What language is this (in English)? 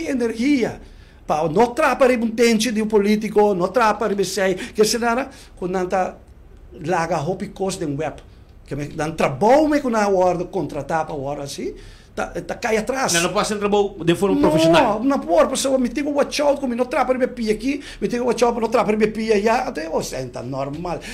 Papiamento